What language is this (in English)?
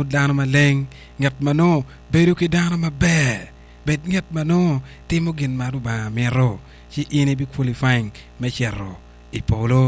Acoli